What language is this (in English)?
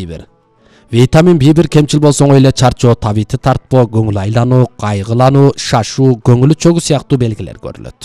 Kyrgyz